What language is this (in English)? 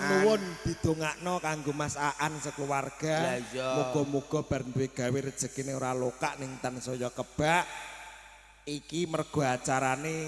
Javanese